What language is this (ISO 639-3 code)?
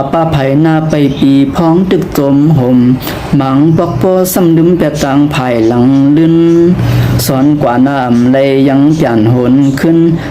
shn